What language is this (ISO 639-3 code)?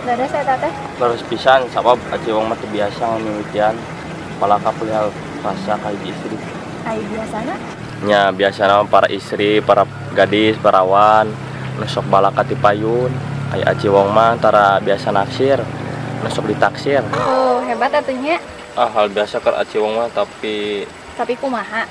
sun